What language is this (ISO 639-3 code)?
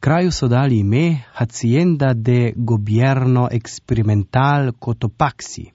slv